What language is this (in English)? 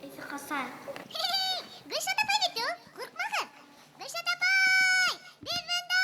Bashkir